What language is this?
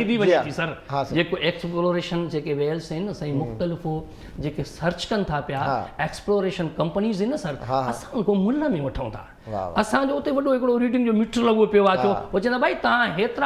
Sindhi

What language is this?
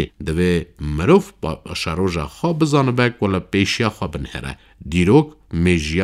Kurdish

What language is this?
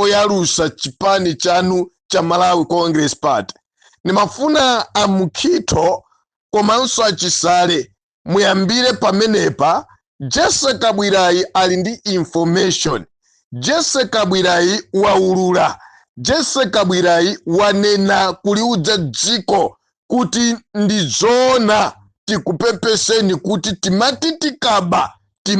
Nyanja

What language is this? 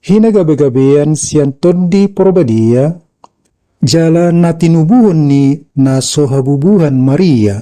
Batak Toba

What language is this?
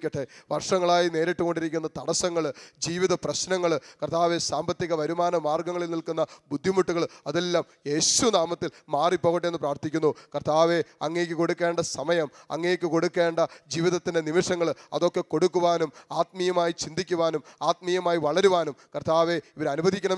Malayalam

